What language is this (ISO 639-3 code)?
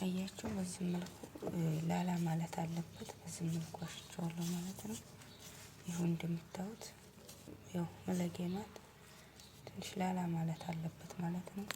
amh